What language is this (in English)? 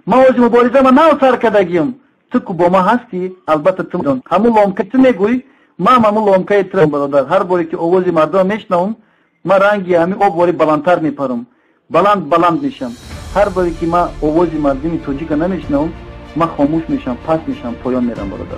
Tajik